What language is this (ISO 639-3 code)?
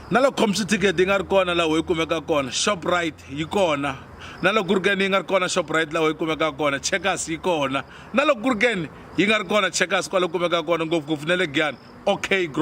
tso